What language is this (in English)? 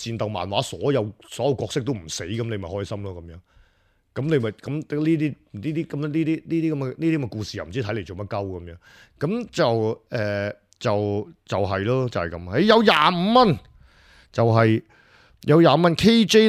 Cantonese